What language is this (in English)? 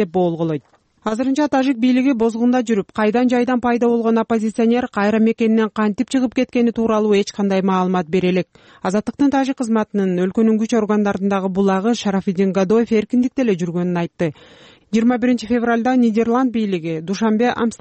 Kyrgyz